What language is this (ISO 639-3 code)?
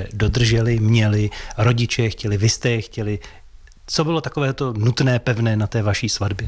ces